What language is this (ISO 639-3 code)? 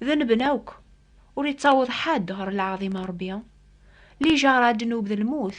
kab